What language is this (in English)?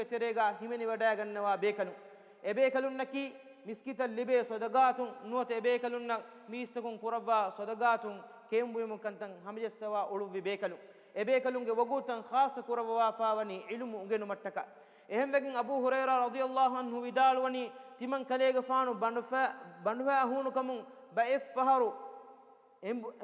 Divehi